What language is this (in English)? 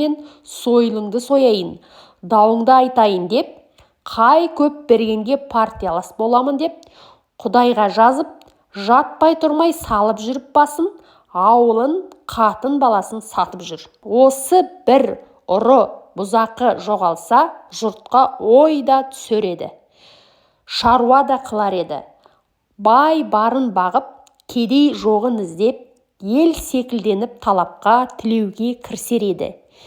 Kazakh